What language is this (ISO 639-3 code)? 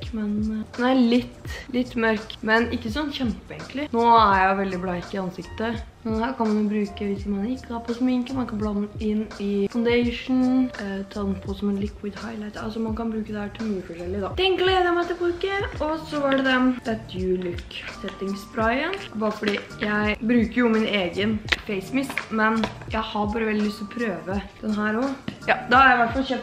nor